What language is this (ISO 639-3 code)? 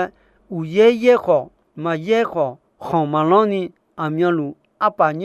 ahk